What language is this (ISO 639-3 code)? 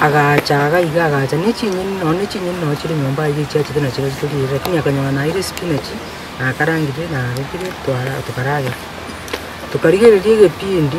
guz